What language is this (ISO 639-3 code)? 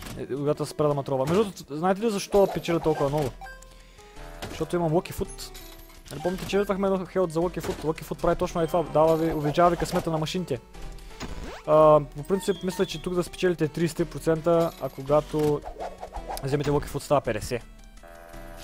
bul